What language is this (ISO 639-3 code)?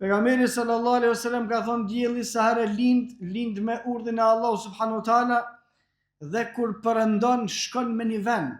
sqi